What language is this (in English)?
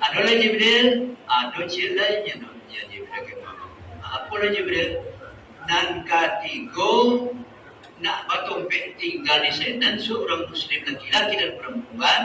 Minangkabau